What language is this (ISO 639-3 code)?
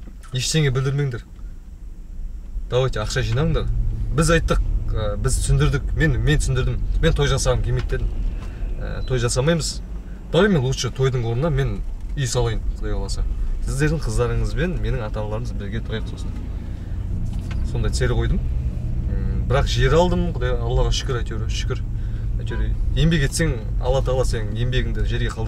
kaz